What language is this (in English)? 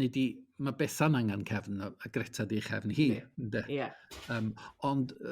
Welsh